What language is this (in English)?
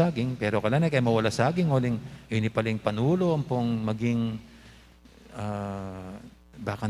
Pampanga